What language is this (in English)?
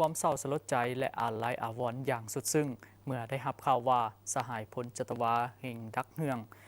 Lao